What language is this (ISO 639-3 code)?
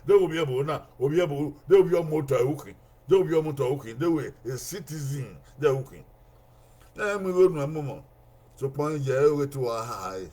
bin